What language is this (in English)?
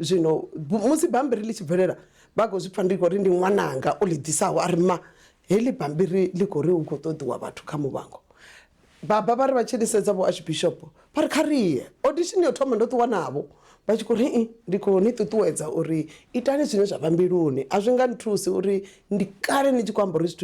Venda